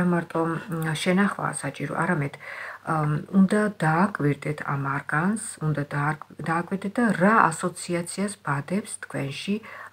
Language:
Georgian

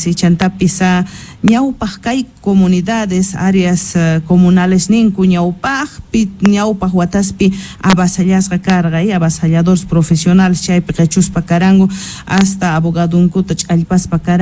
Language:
South Bolivian Quechua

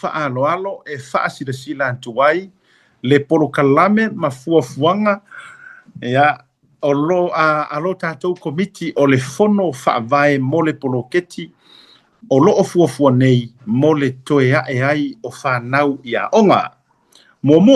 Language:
Samoan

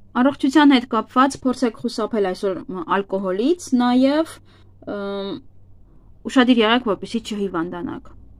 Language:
Armenian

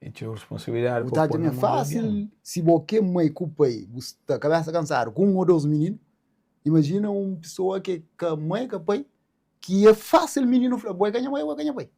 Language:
Kabuverdianu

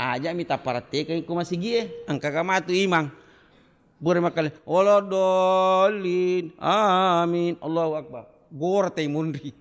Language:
Buginese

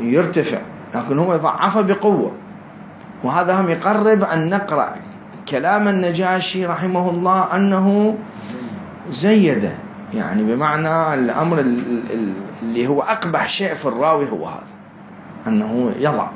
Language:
Mesopotamian Arabic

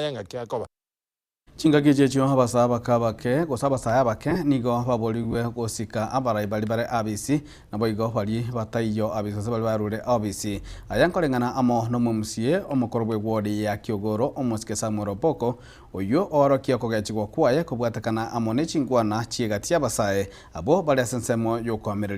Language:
Gusii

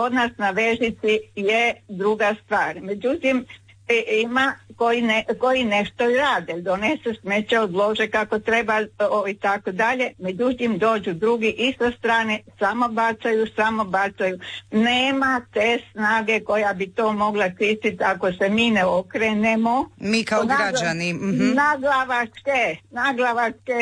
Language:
Croatian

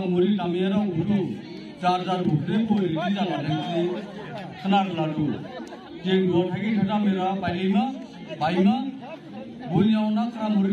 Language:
Dimasa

